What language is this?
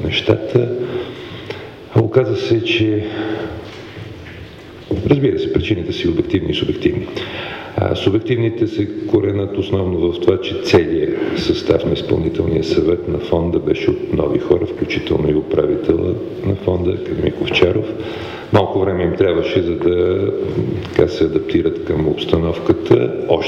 Bulgarian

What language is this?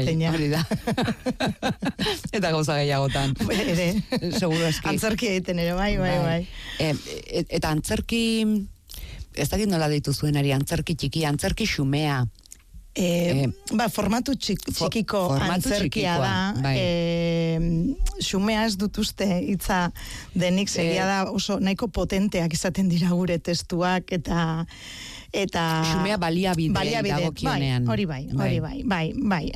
Basque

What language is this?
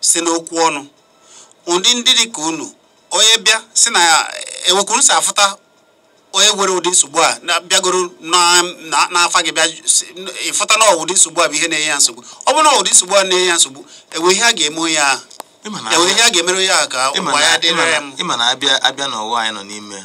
Igbo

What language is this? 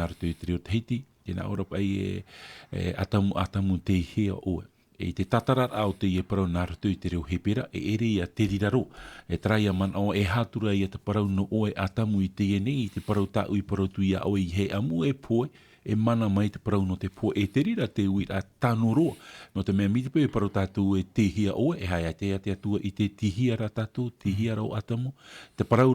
Tahitian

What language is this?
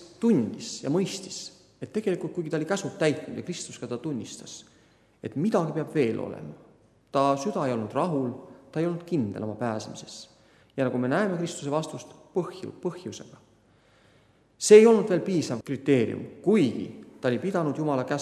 Estonian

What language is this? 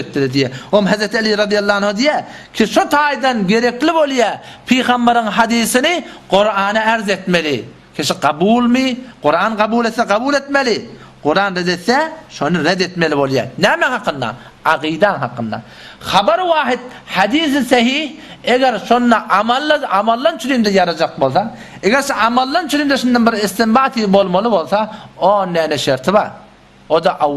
Turkmen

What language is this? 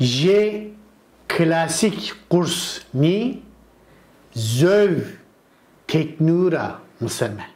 Zaza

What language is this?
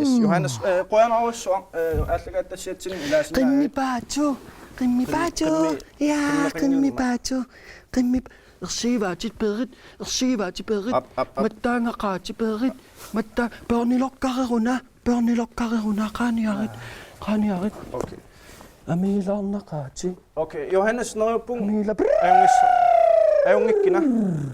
Kalaallisut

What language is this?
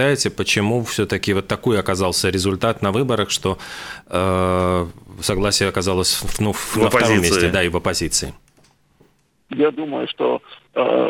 Russian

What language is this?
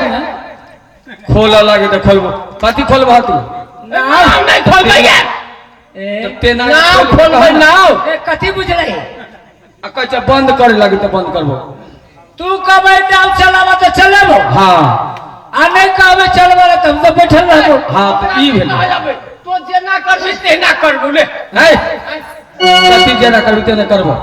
Maithili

